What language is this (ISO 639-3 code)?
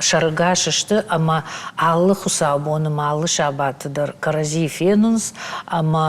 oss